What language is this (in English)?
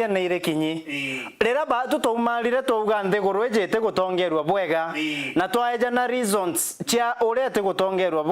Meru